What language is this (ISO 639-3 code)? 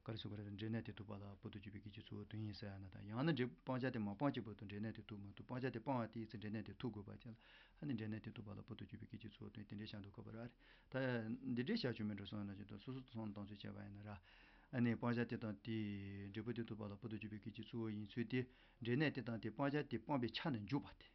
bod